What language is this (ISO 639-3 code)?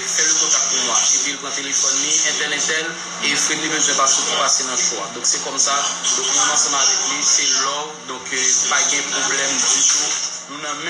hat